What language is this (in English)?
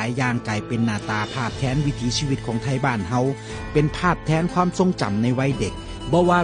Northeastern Thai